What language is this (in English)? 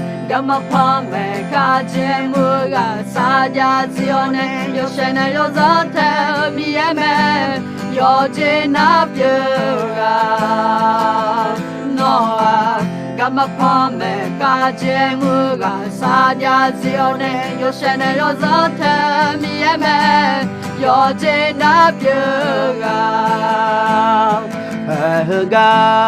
Akha